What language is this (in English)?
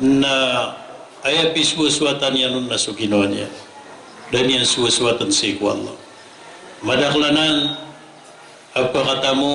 Maranao